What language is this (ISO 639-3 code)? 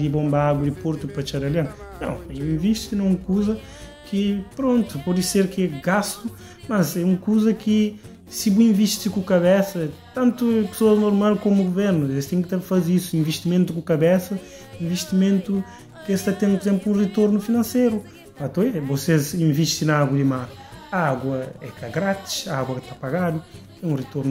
kea